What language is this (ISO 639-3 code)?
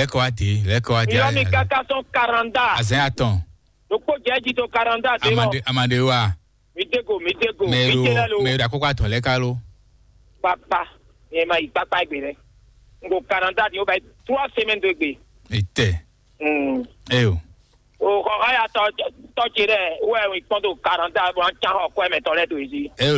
fon